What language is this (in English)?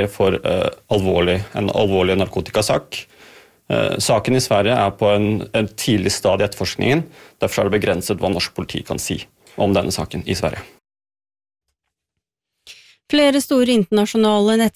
Norwegian